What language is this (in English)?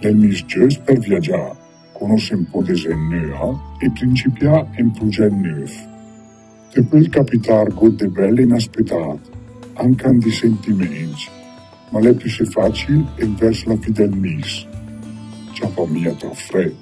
Lombard